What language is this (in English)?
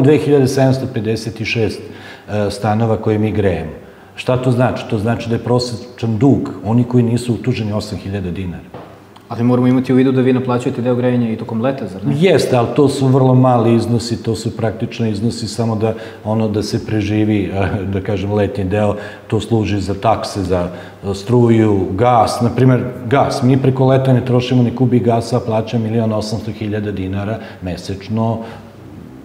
Serbian